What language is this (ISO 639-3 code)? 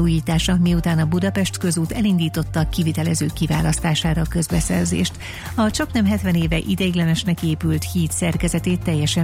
hun